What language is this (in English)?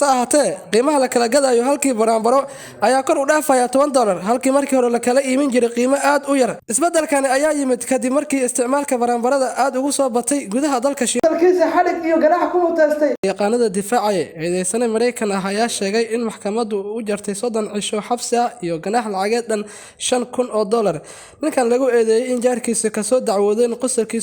Somali